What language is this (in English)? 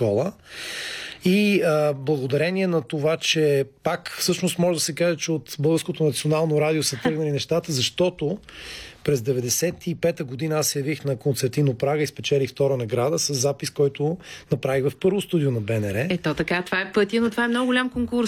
Bulgarian